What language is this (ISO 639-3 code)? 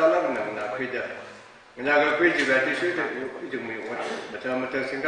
nmf